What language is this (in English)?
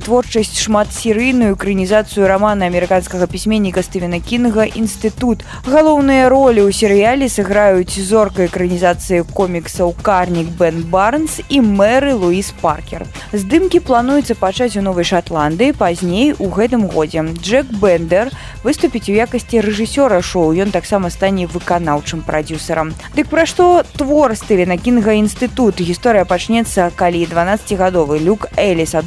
Belarusian